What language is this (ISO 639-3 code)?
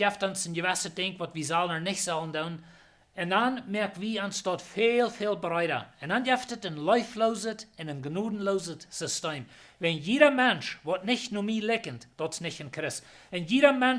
pdt